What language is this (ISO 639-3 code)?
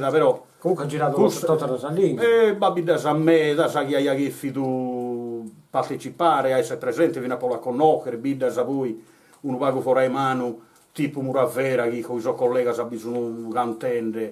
srd